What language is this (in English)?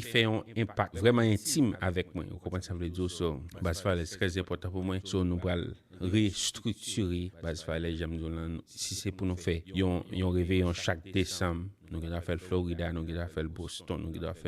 Haitian Creole